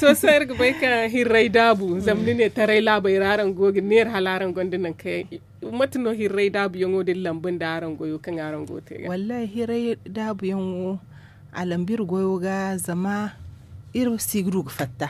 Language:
Zarma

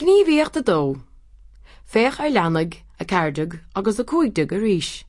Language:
Irish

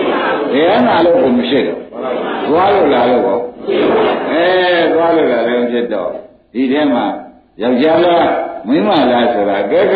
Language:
Burmese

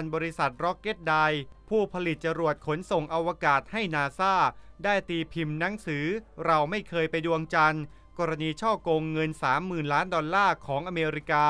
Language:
Thai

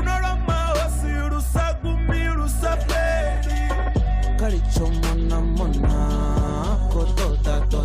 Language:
Venda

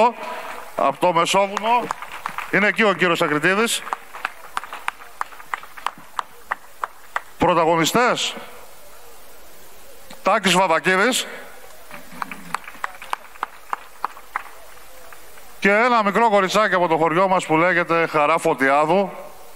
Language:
Greek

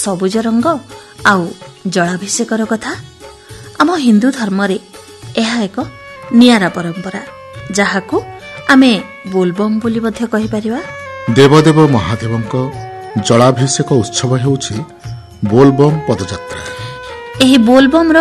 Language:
Odia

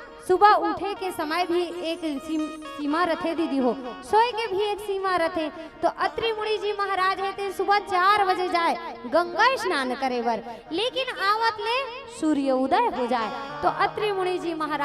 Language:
Chhattisgarhi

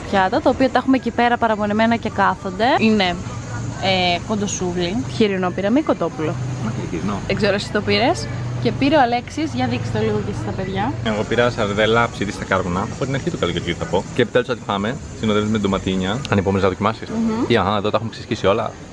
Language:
Greek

